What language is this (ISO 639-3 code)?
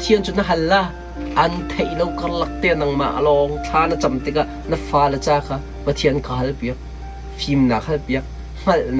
cnh